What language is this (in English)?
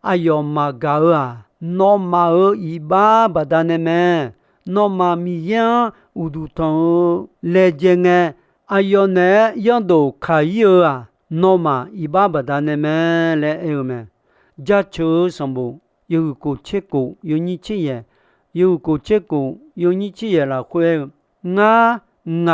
Akha